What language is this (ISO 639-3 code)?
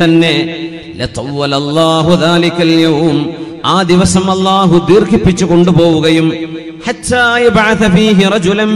mal